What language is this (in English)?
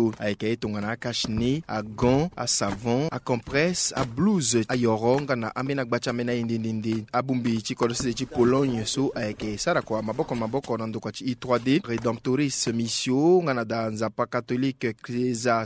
Sango